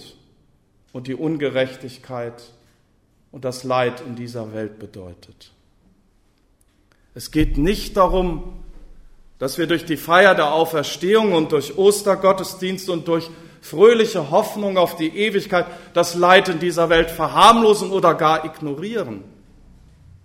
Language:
German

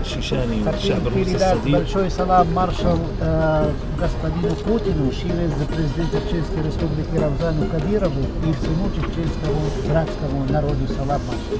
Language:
Chechen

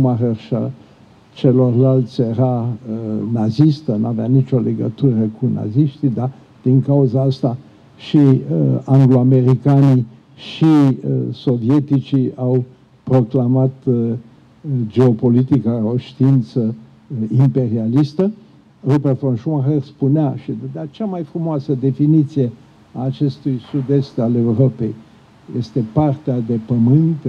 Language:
Romanian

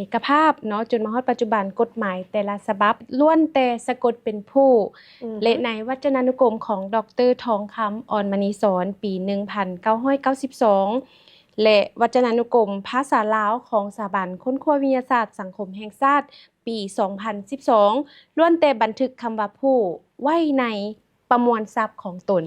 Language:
Lao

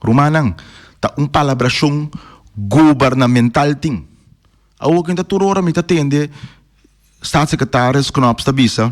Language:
Papiamento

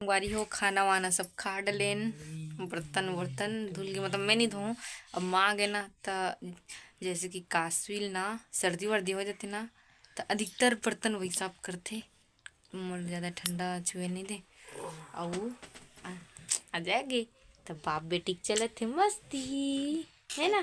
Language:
Chhattisgarhi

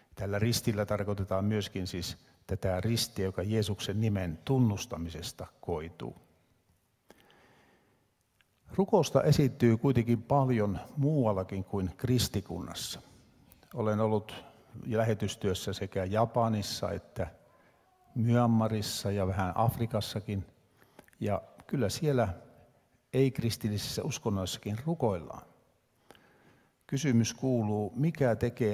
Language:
Finnish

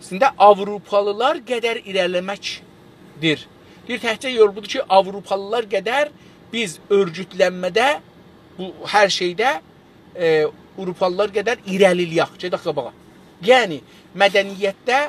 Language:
South Azerbaijani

